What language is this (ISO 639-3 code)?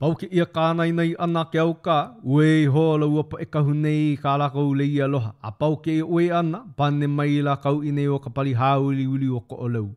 haw